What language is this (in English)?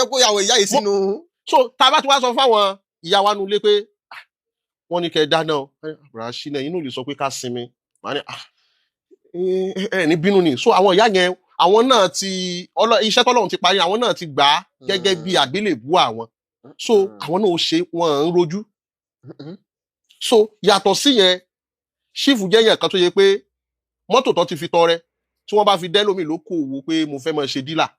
Yoruba